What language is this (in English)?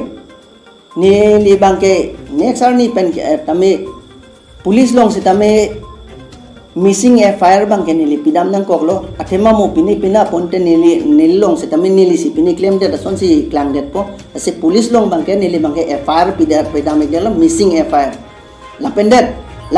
Karbi